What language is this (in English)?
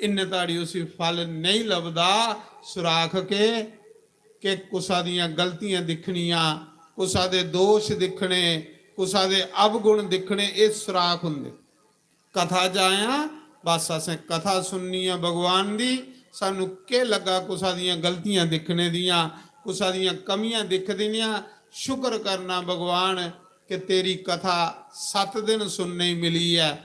Dogri